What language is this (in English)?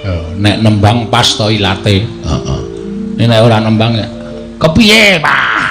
Javanese